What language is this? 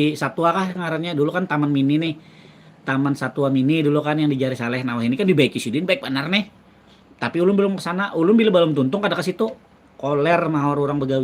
Banjar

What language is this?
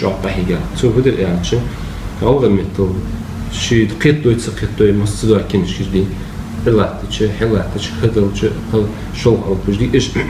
Ingush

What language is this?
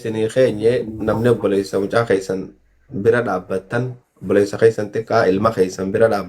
Oromo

